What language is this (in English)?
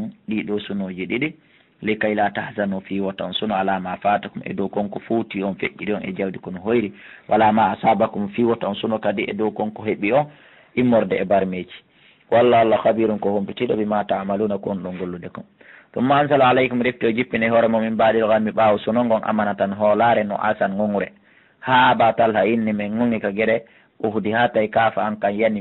Fula